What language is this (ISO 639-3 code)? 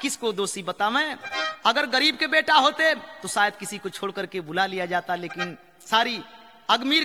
bho